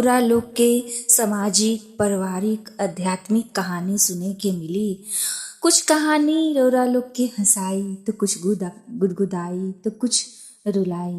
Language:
Bhojpuri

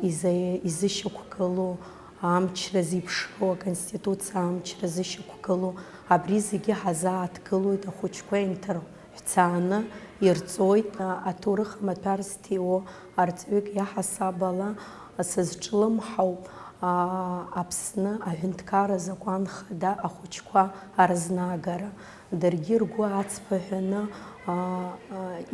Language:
Abkhazian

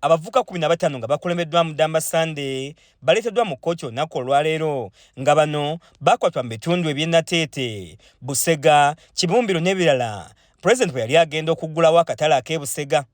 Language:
Ganda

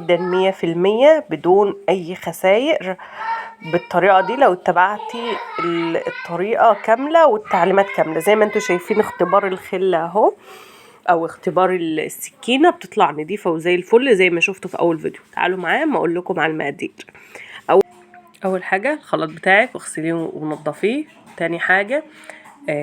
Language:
Egyptian Arabic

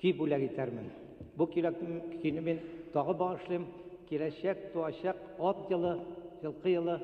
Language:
Bashkir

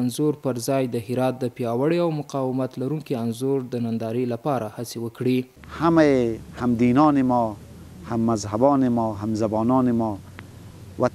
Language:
Pashto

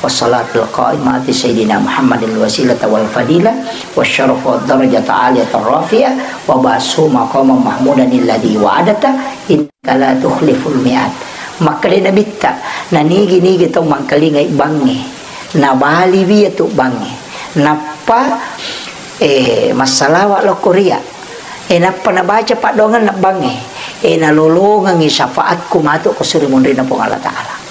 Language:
Buginese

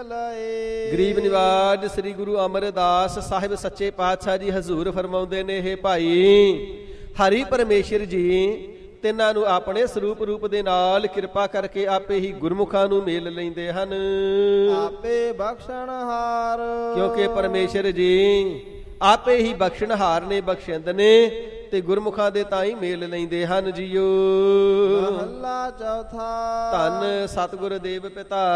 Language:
Punjabi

